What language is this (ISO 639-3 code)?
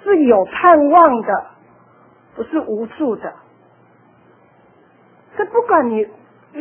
zho